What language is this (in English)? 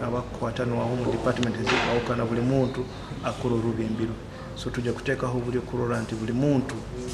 Nyoro